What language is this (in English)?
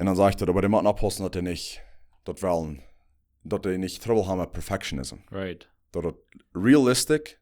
Plautdietsch